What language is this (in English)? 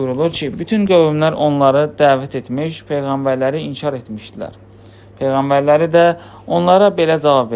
Azerbaijani